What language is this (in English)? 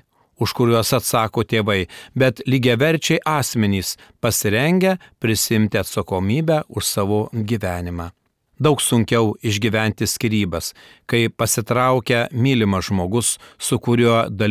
Lithuanian